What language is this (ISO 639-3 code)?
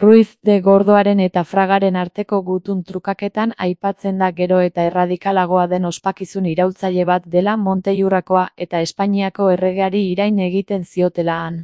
eus